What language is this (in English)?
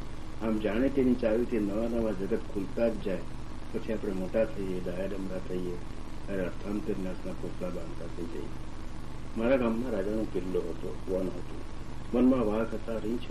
Gujarati